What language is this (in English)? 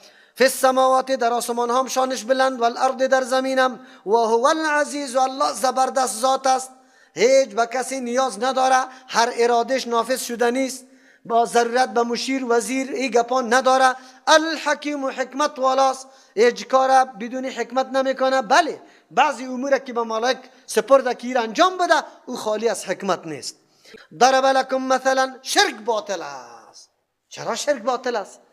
Persian